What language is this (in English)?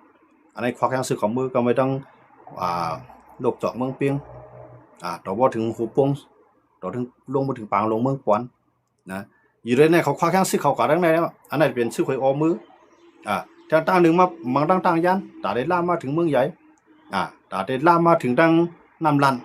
Shan